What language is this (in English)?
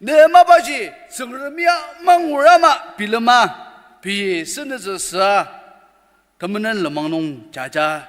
Ao Naga